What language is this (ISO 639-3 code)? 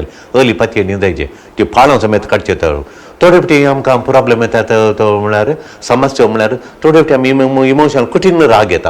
kok